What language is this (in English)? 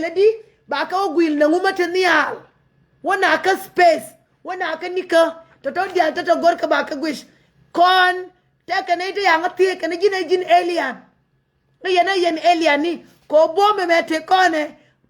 Nuer